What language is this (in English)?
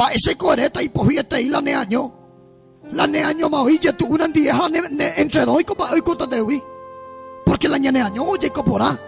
Guarani